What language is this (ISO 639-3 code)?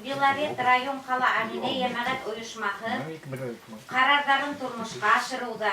bak